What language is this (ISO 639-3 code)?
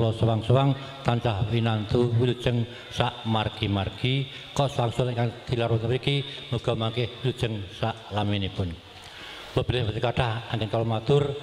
jav